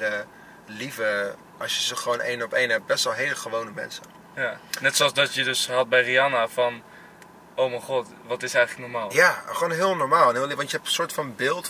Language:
Dutch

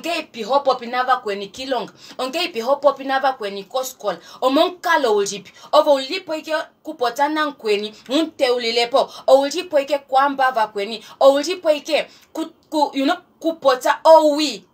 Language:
Kuanyama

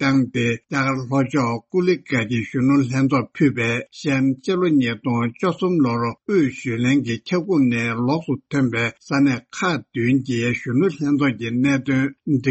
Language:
Tibetan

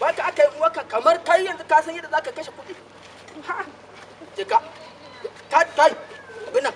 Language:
Hausa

